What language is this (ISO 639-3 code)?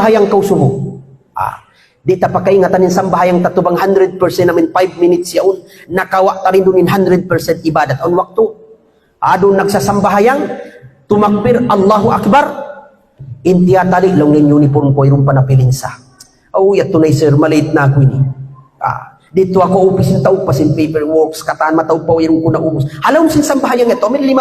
tsg